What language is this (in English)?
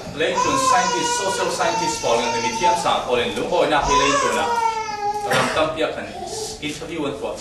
Falam Chin